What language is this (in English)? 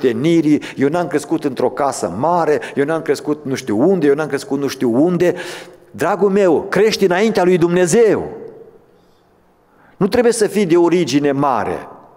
Romanian